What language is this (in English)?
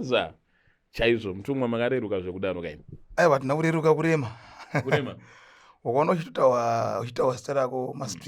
Shona